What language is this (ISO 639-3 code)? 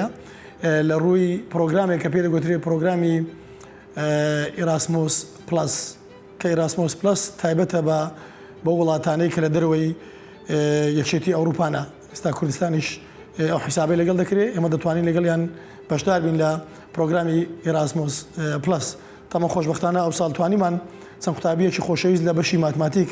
ckb